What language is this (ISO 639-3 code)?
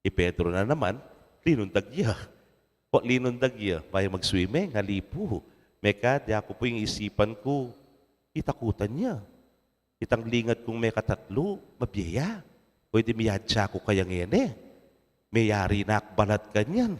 pam